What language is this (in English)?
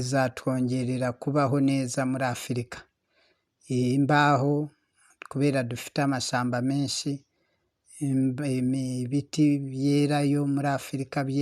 Kinyarwanda